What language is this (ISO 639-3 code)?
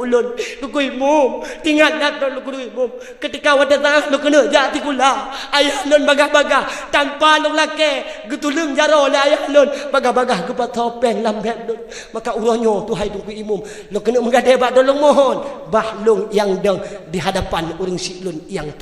ace